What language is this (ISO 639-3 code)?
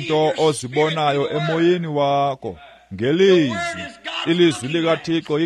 xho